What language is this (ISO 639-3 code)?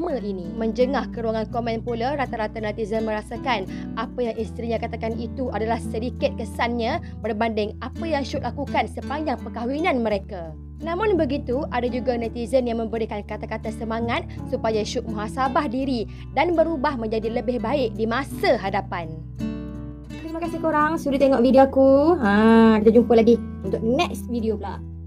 msa